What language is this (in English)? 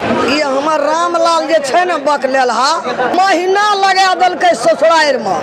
Maithili